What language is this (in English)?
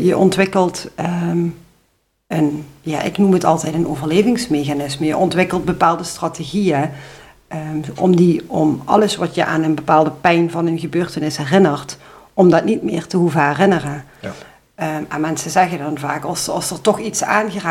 Dutch